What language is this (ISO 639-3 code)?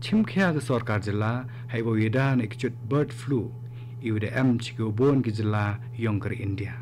kha